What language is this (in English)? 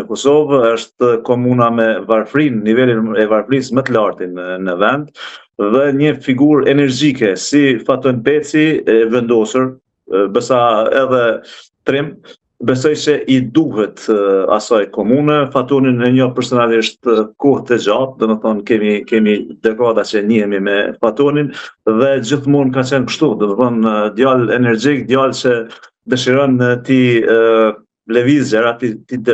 Albanian